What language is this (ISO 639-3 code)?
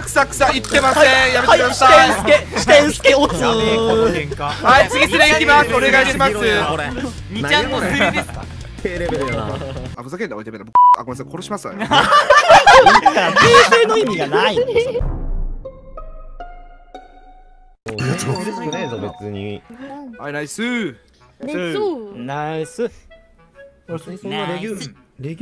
jpn